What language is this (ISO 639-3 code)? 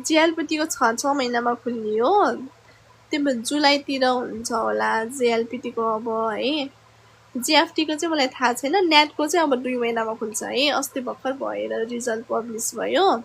nep